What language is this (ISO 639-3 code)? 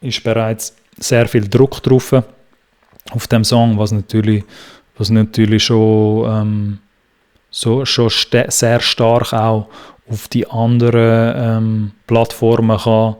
gsw